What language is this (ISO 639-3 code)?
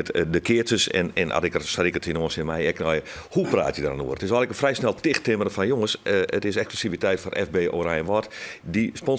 fry